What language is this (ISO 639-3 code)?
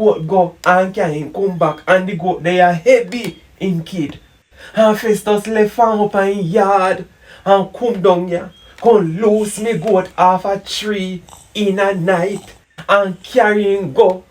jam